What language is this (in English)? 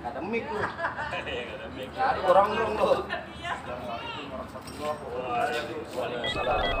Betawi